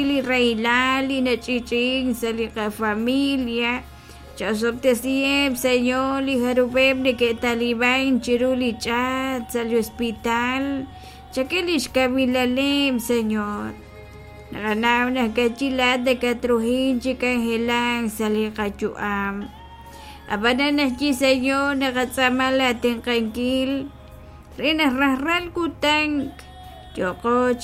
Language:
Kekchí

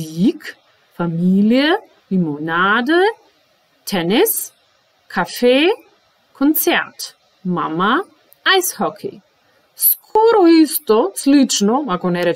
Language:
Macedonian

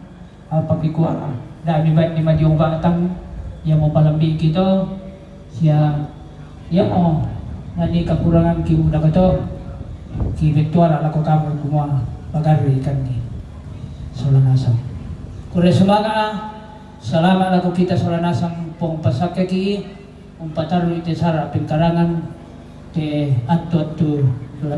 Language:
Toraja-Sa'dan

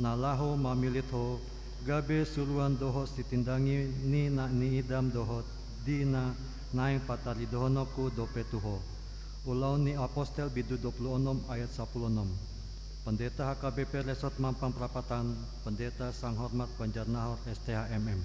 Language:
Batak Toba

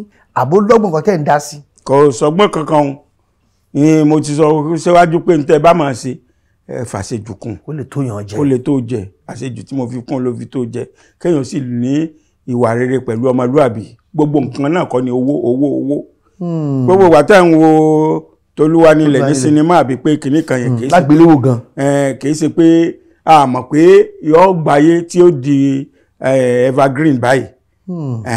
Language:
Yoruba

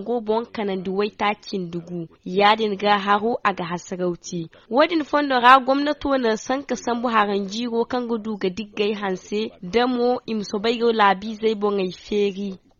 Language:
Zarma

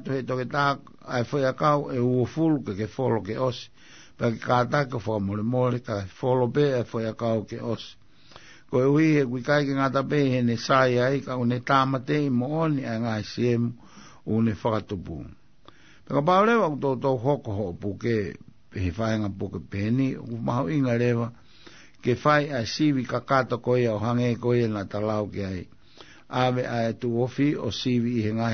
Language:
Tongan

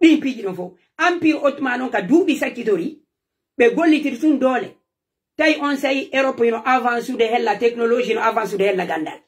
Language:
Fula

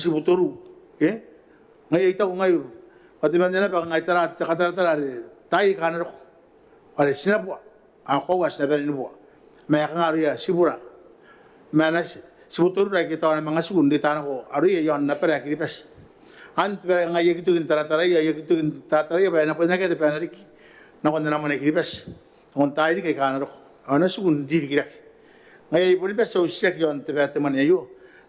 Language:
Gilbertese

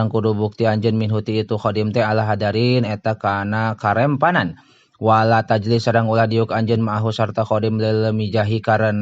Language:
Sundanese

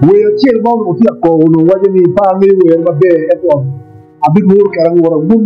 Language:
Acoli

